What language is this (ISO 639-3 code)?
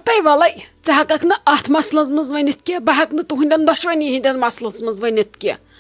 kas